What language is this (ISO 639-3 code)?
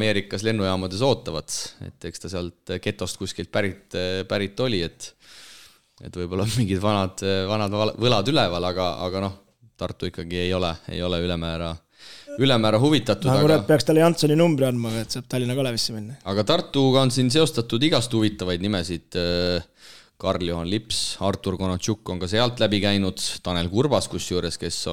est